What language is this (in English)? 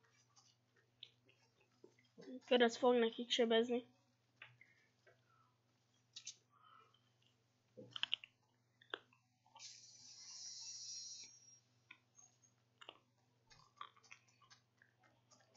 Hungarian